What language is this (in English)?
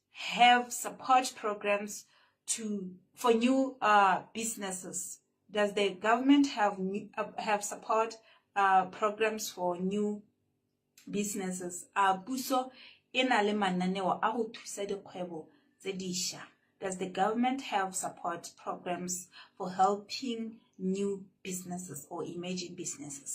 Tswana